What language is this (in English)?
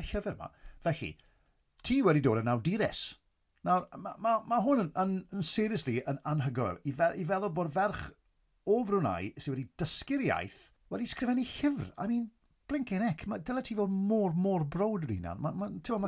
Welsh